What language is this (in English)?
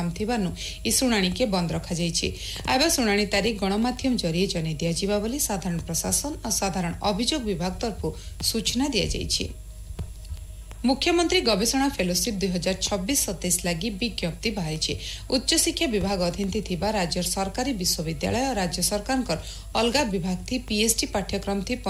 Odia